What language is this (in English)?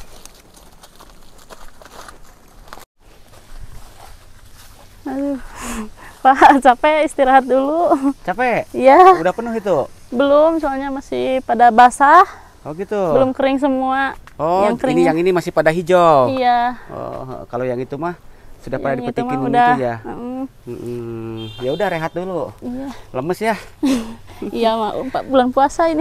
Indonesian